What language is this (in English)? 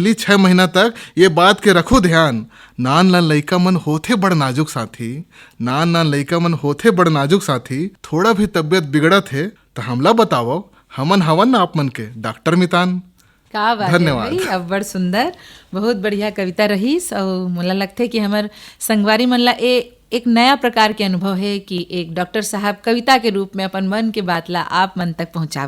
Chhattisgarhi